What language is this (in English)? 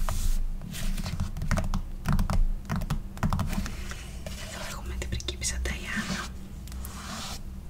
Greek